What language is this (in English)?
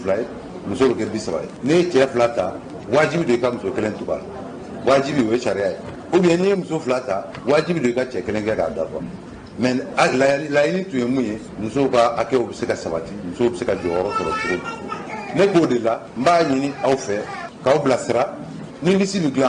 Bambara